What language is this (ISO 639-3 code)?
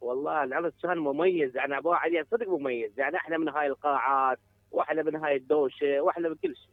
acm